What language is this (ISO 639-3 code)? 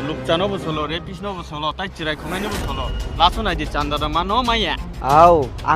trp